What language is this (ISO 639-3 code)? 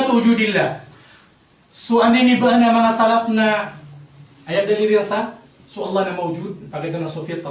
mrw